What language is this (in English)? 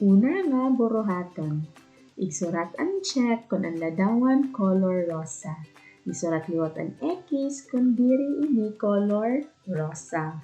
Waray